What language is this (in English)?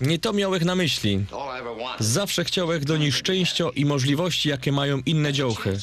Silesian